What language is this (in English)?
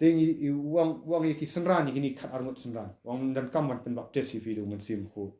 Khasi